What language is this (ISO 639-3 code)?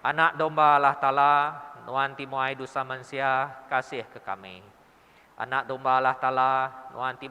iba